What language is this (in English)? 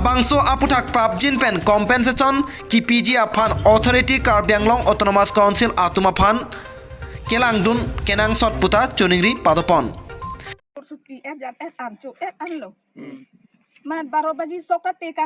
Karbi